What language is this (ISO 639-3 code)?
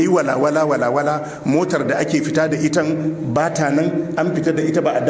hau